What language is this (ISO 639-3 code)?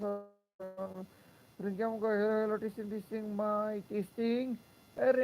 brx